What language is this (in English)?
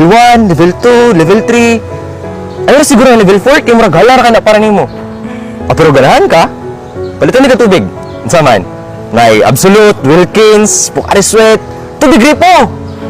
Cebuano